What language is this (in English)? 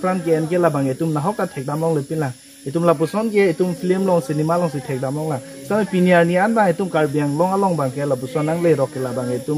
Karbi